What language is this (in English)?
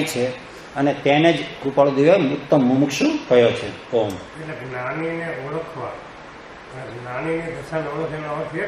Gujarati